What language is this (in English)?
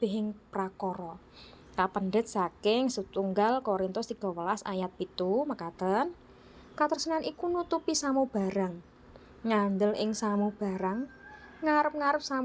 Javanese